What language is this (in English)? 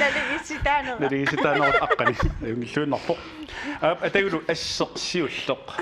Kalaallisut